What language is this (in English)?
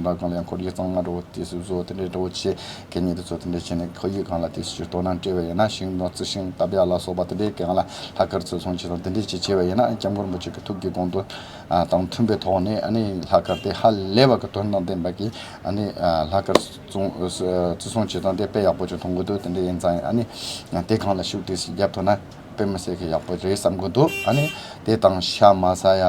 Tibetan